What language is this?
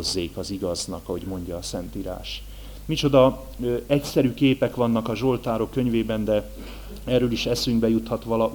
Hungarian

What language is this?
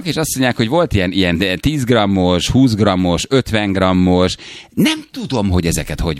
Hungarian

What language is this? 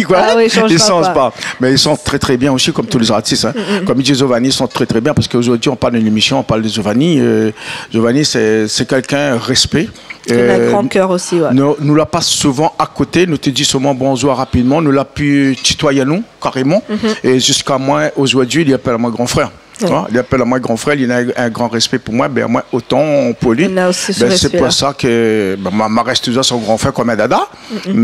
Réunion Creole French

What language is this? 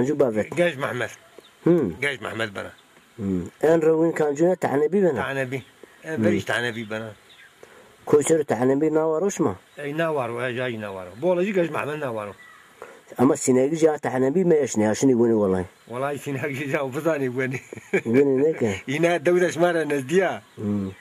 Zaza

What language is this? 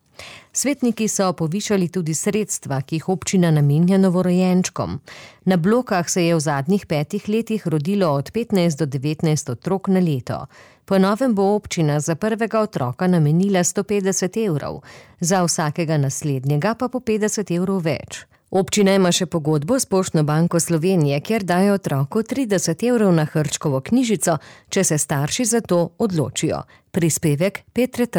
Slovenian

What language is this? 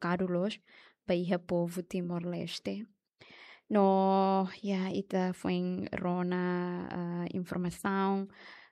Tetum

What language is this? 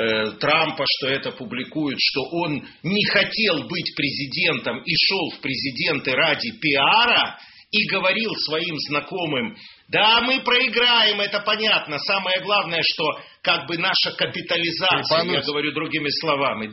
Russian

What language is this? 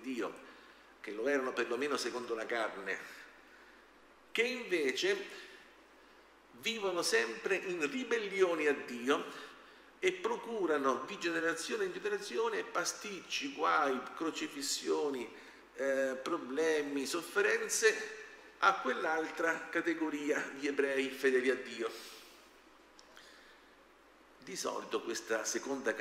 Italian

